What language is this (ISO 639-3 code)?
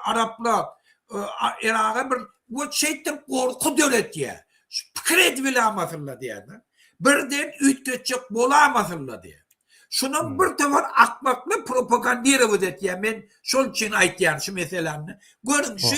tuk